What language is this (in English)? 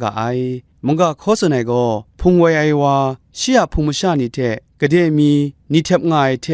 Kachin